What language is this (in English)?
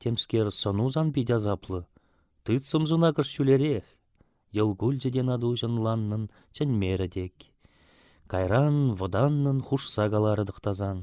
Chuvash